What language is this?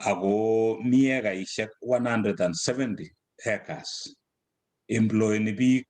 Kalenjin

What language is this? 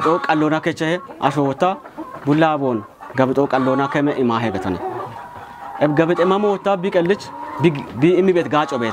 Kafa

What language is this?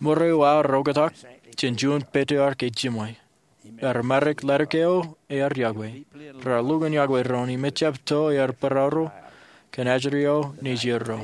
Marshallese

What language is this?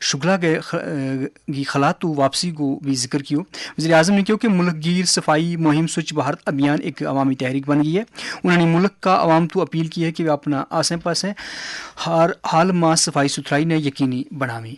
Gujari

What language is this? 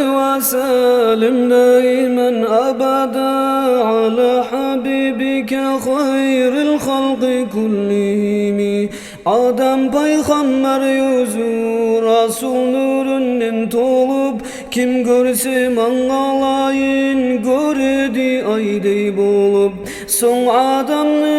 Kumyk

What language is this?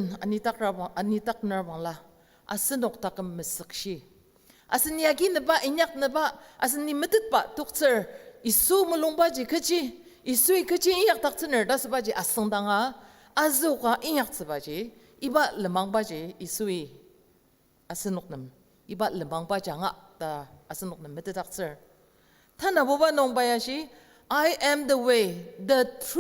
Ao Naga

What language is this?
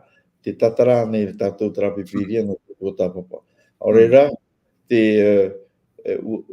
Tahitian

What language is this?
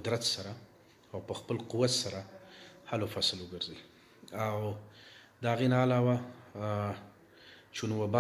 Pashto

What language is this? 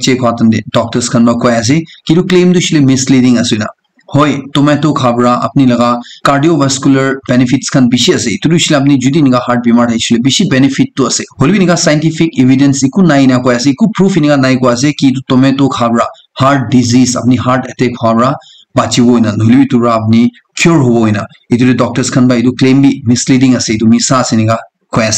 Naga Pidgin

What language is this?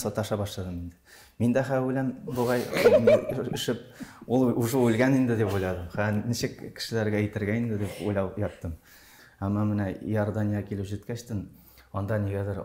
Tatar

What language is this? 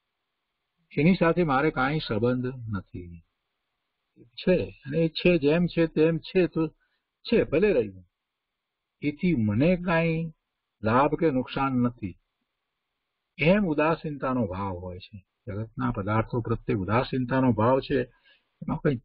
Gujarati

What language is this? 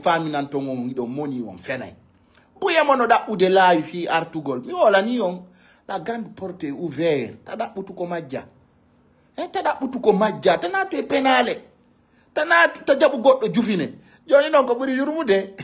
Fula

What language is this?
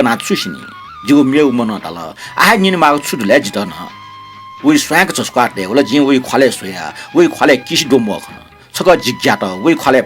Newari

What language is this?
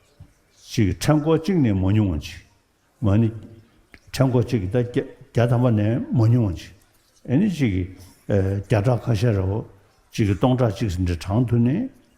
Tibetan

